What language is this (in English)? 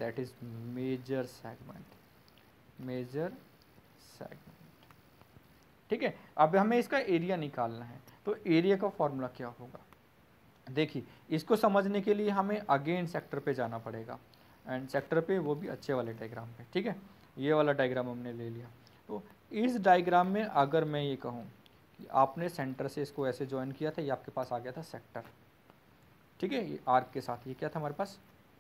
Hindi